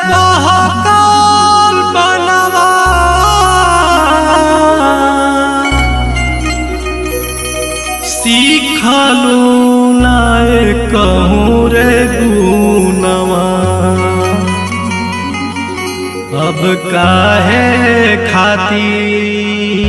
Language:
Bhojpuri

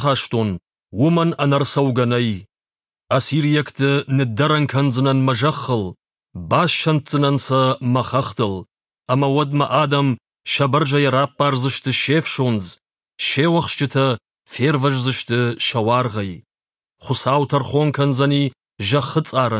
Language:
Ossetic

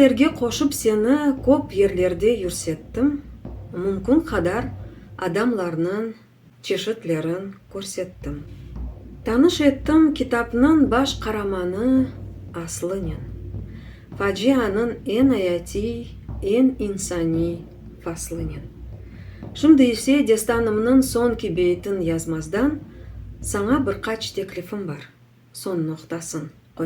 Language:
Crimean Tatar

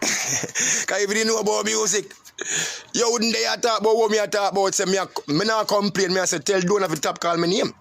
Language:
Jamaican Creole English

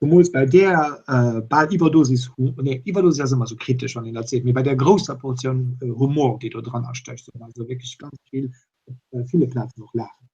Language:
Luxembourgish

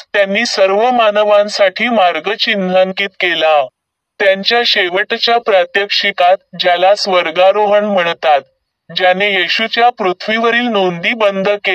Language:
Marathi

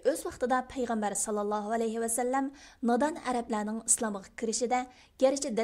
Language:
Uyghur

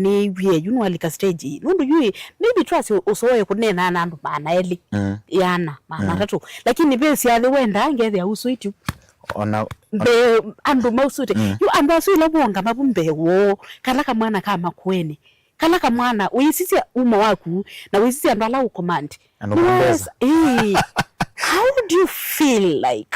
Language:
Kamba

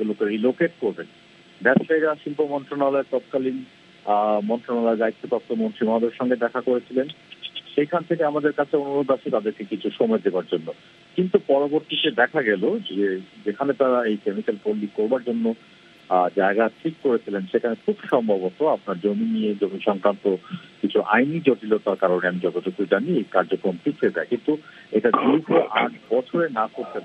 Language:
Bangla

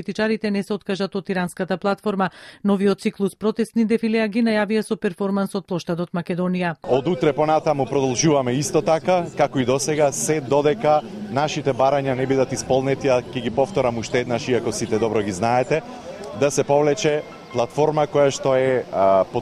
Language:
Macedonian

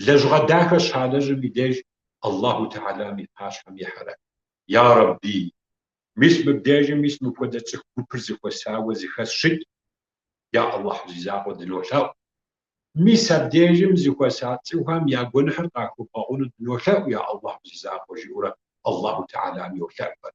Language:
Kabardian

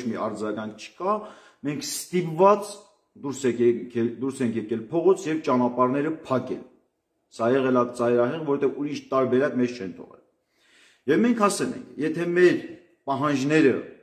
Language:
Armenian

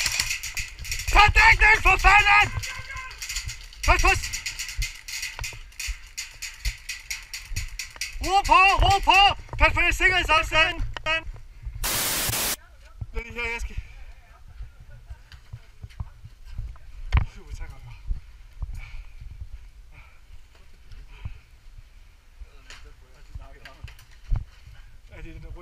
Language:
Danish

